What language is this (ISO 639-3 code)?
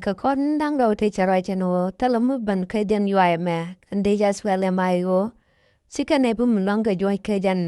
nus